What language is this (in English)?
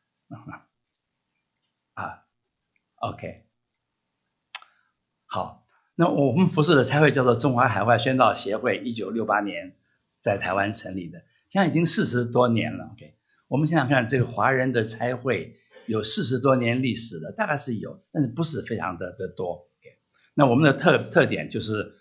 Chinese